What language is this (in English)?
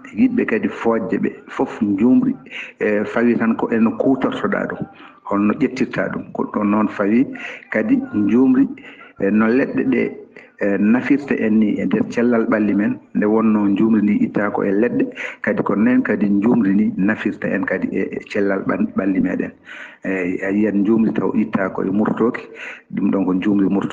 Fula